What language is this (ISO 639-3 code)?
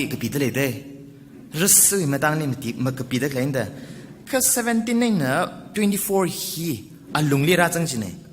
nmf